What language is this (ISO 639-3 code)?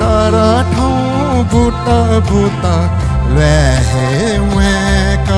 new